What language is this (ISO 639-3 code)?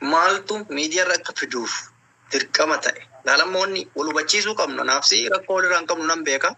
orm